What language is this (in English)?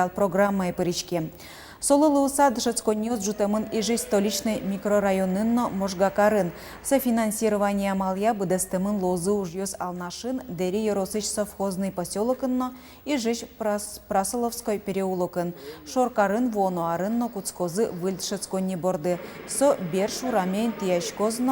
Udmurt